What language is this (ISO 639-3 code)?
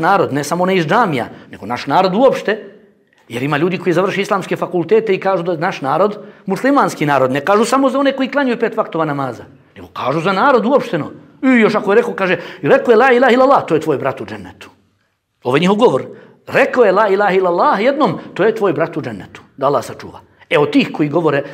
bos